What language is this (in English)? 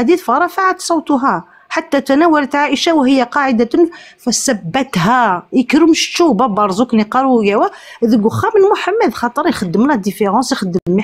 Kabyle